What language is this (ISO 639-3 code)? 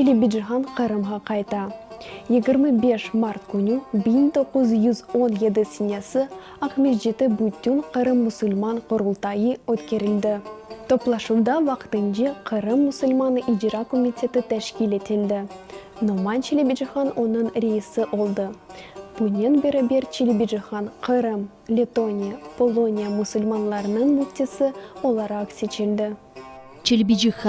crh